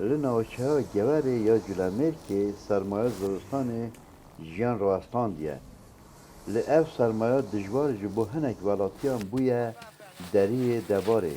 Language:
Kurdish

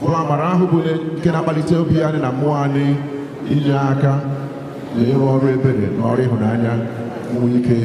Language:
Igbo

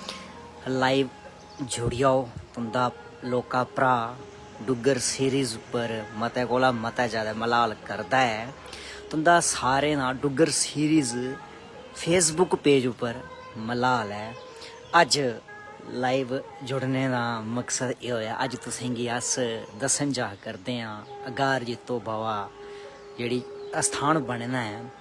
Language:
Dogri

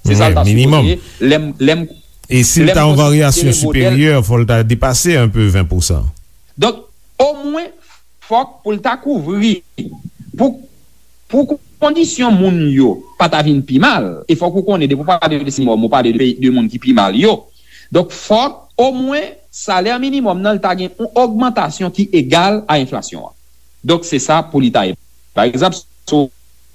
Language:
Haitian Creole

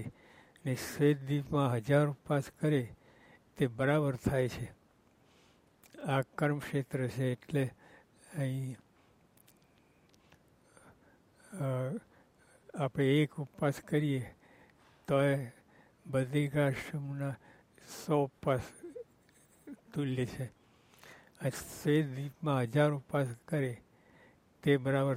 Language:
Gujarati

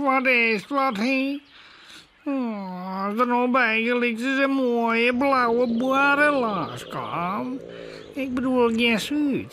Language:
Western Frisian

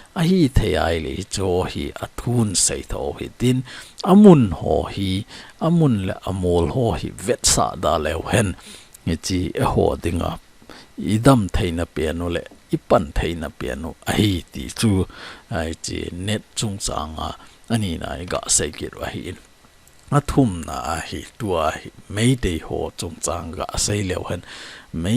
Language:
Thado Chin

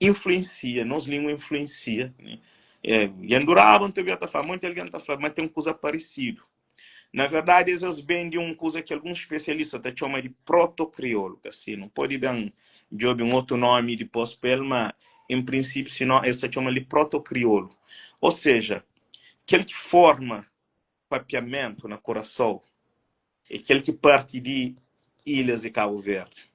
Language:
Kabuverdianu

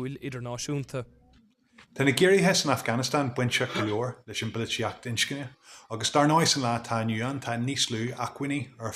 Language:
Irish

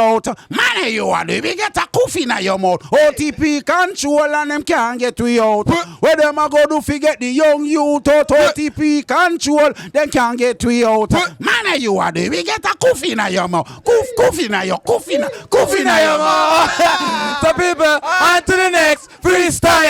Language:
Jamaican Creole English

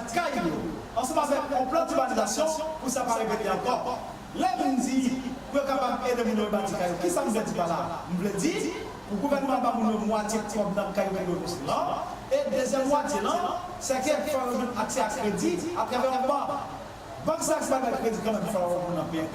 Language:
Haitian Creole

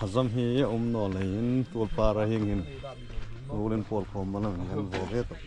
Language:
Hmar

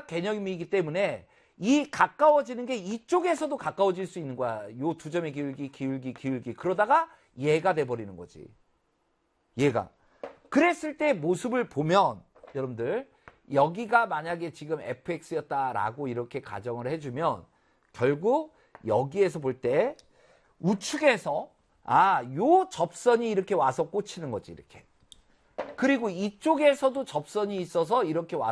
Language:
Korean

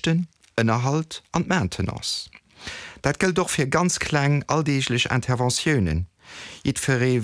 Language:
Luxembourgish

